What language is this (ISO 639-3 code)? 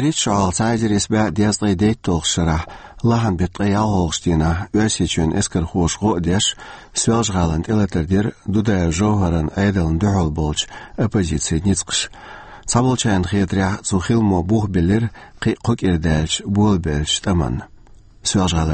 che